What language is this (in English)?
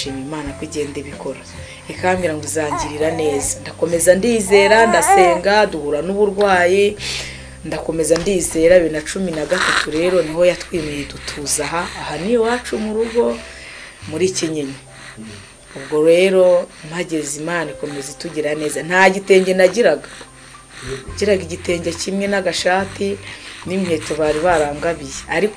Kinyarwanda